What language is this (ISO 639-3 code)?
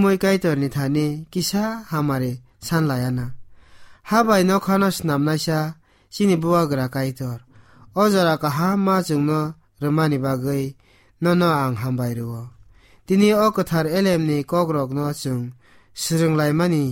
trp